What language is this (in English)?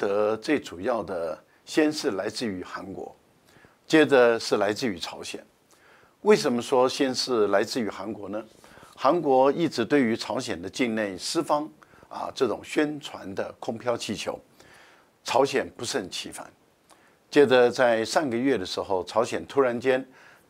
Chinese